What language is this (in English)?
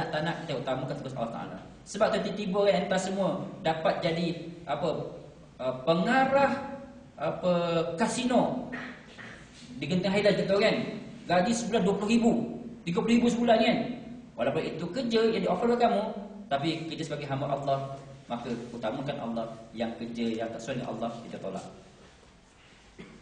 Malay